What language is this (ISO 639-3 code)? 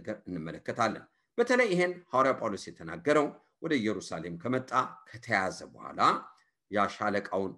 amh